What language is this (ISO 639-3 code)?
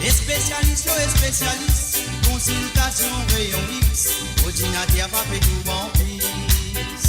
mfe